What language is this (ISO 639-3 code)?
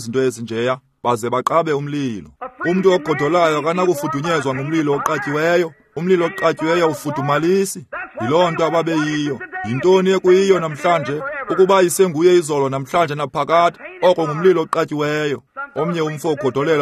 xho